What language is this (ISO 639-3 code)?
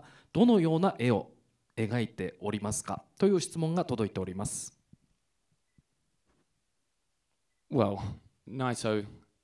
jpn